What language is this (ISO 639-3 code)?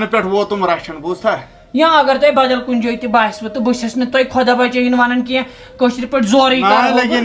kas